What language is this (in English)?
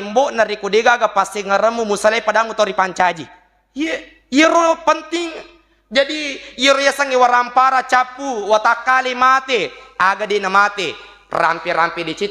Buginese